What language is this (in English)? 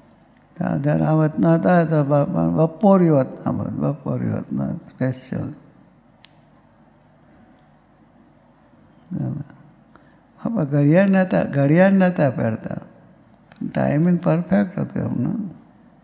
Gujarati